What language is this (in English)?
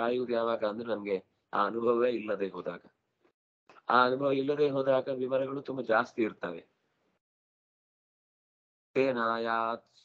Kannada